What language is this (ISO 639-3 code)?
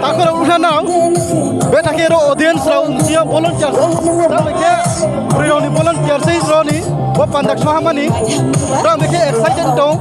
ria